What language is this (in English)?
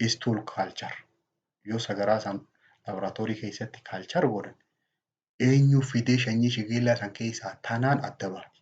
Oromo